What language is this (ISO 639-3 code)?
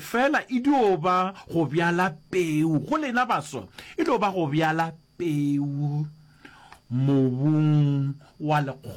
nso